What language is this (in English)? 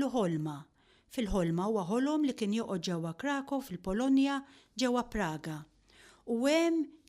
Maltese